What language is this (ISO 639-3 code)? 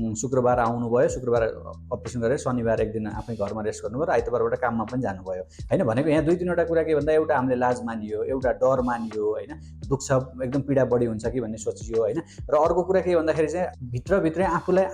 nep